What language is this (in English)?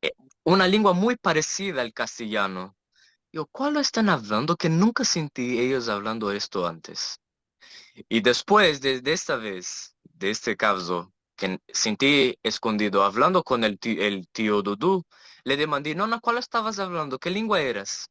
Ladino